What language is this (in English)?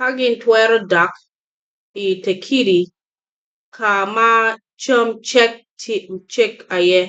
Acoli